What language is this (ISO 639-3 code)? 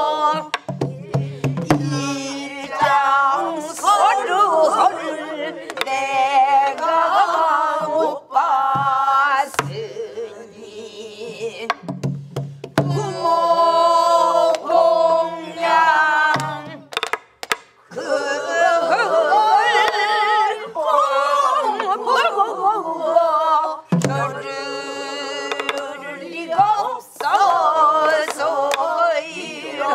kor